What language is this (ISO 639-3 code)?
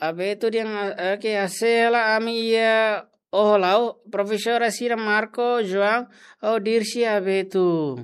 tet